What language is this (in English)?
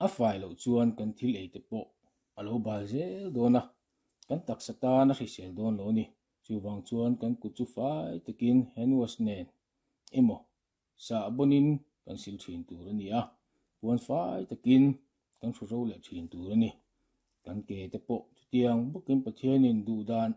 Mizo